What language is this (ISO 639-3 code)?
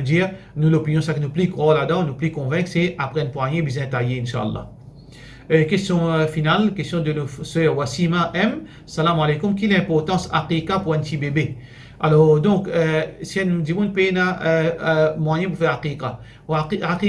mfe